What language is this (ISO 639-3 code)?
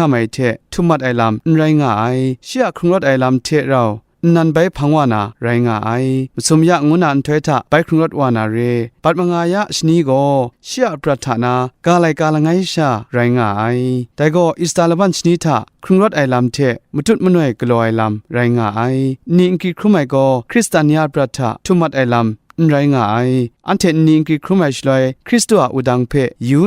kac